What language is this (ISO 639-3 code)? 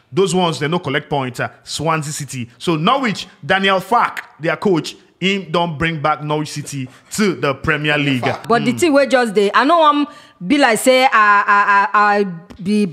pcm